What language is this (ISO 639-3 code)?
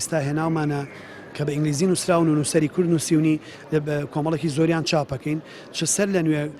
ckb